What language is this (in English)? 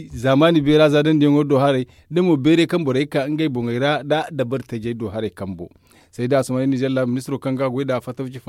Zarma